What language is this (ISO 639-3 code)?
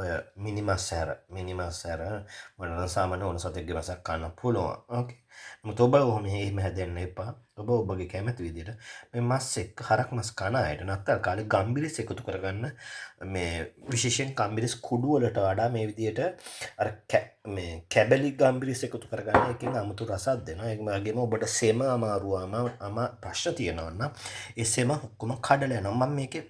sin